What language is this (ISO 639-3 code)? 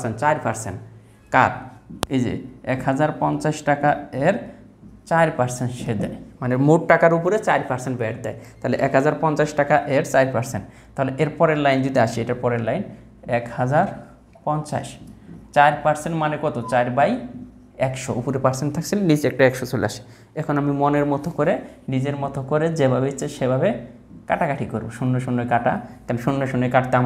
ben